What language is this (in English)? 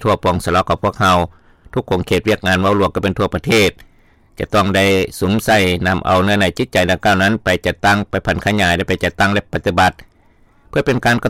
Lao